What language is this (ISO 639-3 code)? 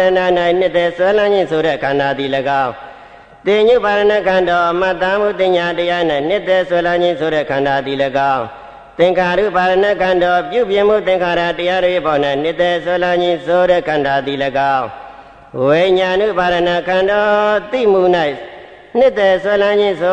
mya